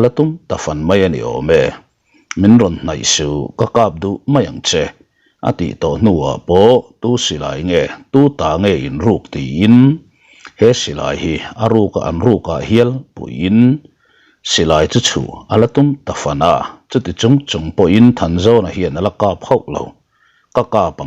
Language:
Mizo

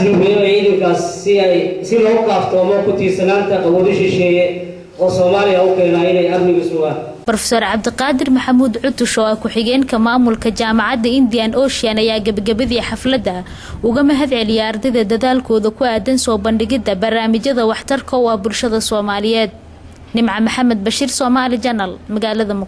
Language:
Somali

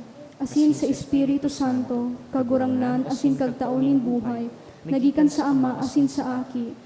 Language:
Bikol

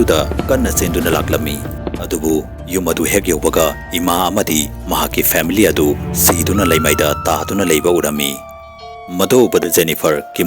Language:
Manipuri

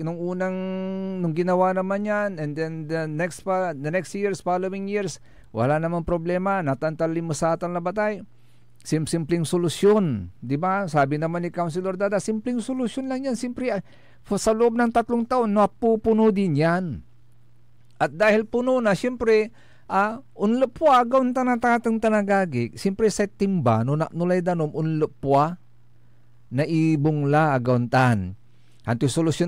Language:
Pangasinan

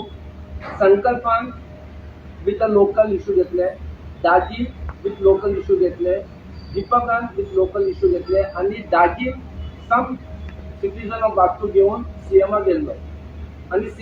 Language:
Konkani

